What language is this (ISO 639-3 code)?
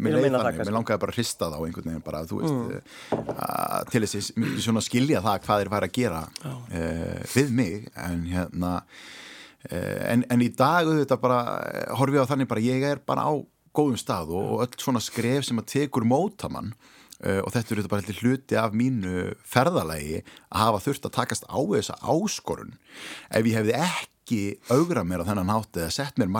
isl